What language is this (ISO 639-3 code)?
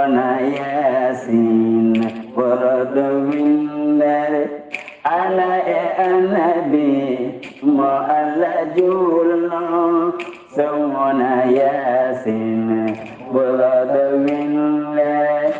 ful